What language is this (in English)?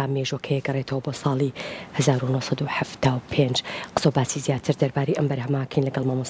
Central Kurdish